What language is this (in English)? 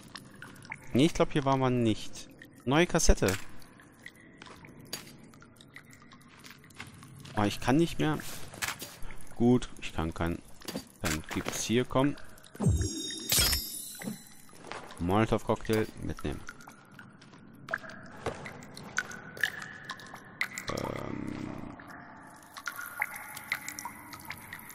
German